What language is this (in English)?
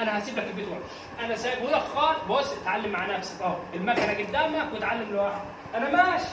Egyptian Arabic